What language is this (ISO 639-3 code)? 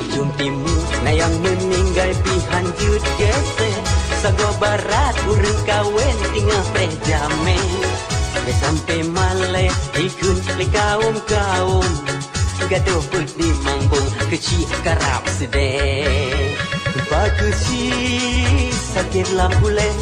ace